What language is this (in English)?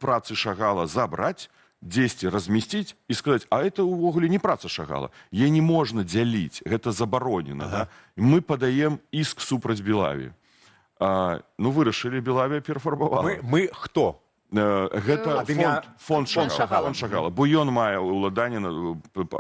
Belarusian